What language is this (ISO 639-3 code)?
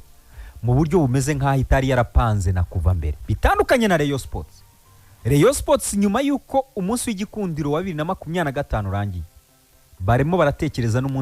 kin